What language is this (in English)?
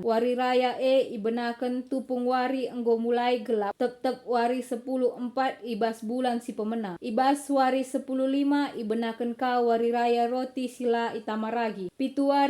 Batak Karo